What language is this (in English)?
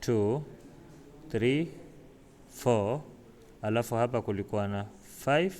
Swahili